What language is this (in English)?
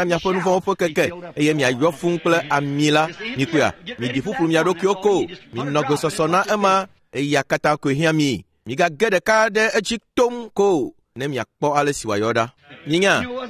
Ewe